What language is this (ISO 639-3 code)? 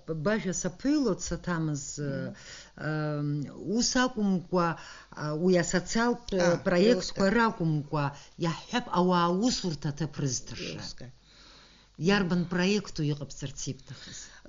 abk